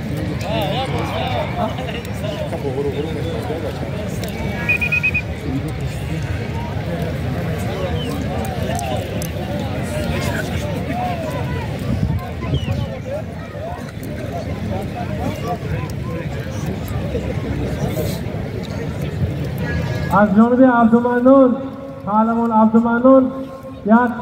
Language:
Persian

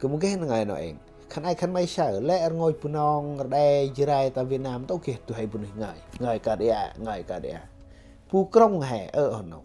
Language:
Central Mnong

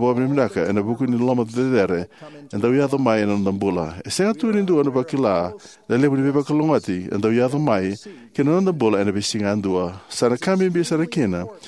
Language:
Fijian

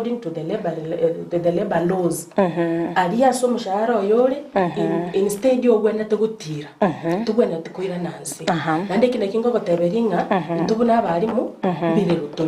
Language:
Gusii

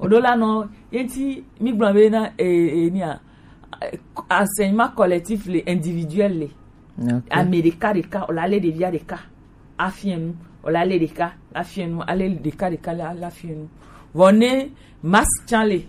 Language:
Gen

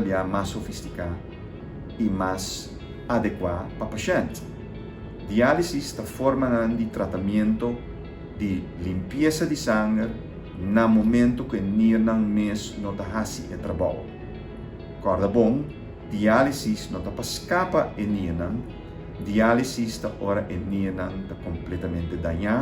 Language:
Papiamento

